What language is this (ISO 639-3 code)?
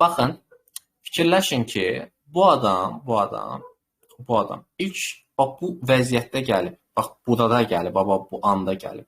aze